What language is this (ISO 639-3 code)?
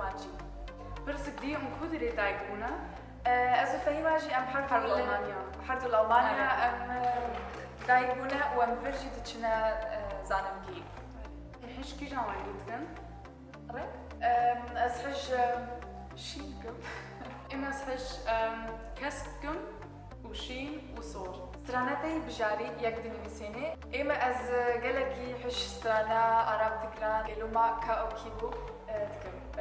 kur